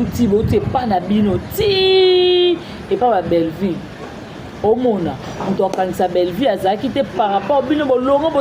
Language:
Lingala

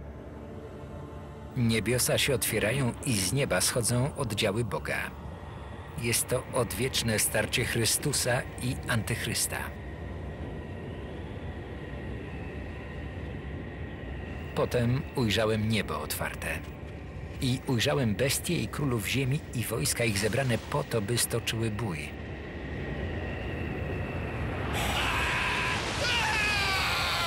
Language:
Polish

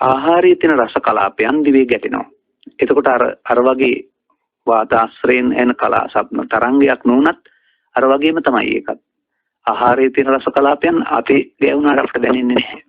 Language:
Sinhala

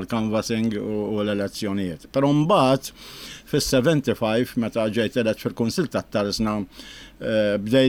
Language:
Maltese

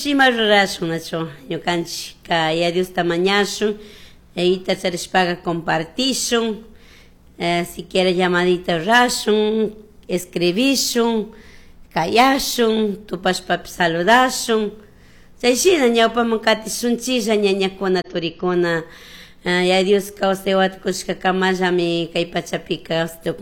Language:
Chimborazo Highland Quichua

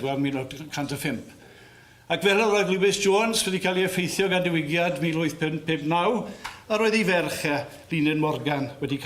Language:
Welsh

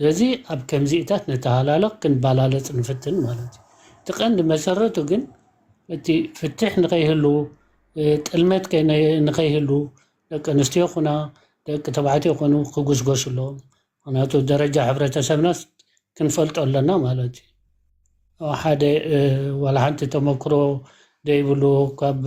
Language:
Tigrinya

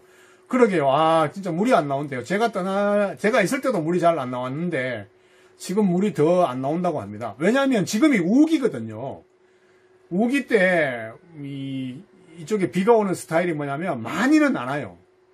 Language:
Korean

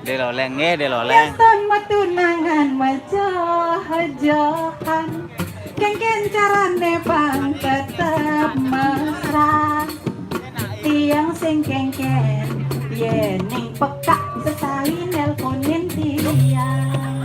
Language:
Balinese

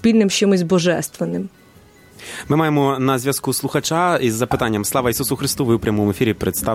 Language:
Ukrainian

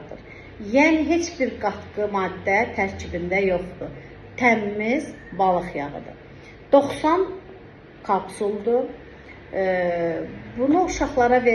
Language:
Azerbaijani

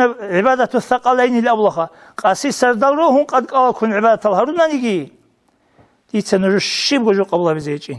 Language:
Avaric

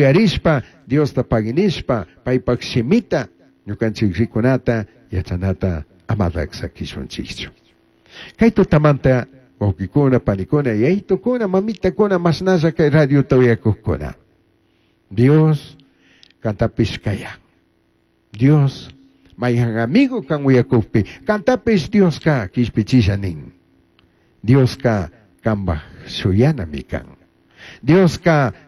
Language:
Chimborazo Highland Quichua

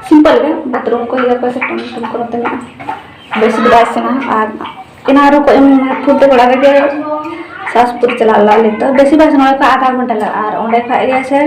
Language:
Santali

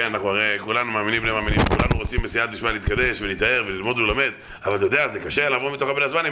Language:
Hebrew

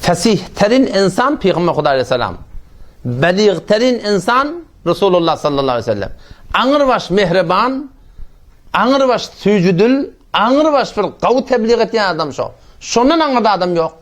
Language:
Turkmen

